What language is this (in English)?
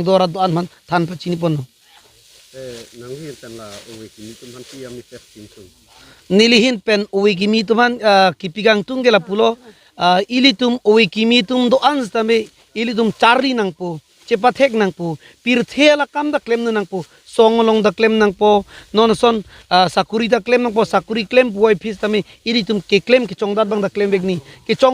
Karbi